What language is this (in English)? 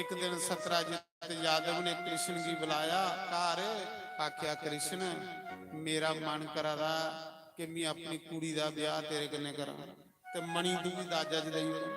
Dogri